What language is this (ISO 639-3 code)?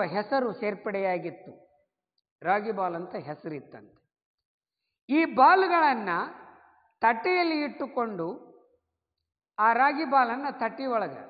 kan